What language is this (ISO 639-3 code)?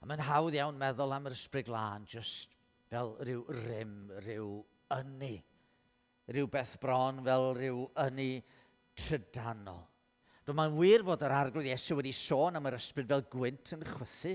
cym